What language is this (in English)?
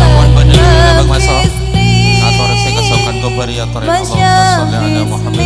Madurese